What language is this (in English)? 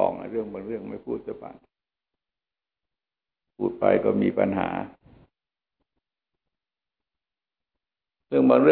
Thai